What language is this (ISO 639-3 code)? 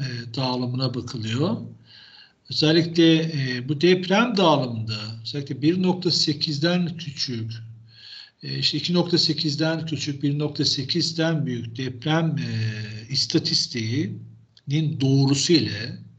tur